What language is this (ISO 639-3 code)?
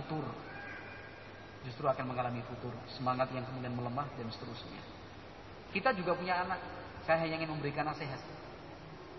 ind